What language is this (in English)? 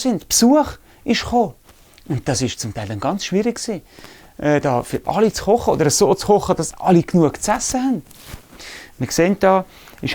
Swiss German